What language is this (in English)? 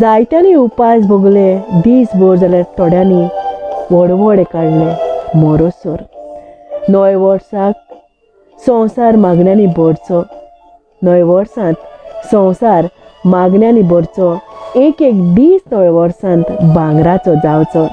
Konkani